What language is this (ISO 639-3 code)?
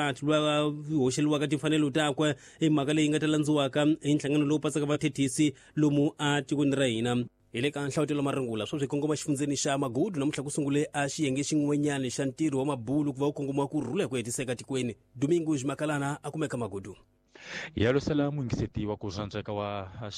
tso